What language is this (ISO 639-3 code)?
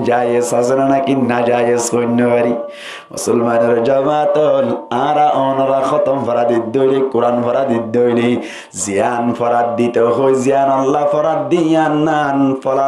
rhg